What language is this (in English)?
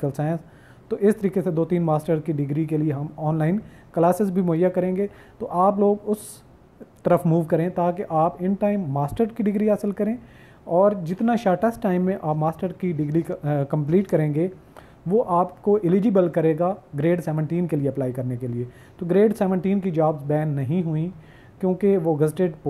Hindi